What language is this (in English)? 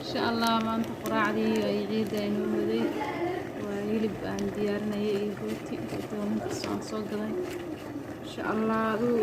Somali